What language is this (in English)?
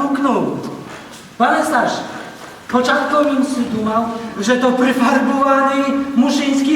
Rusyn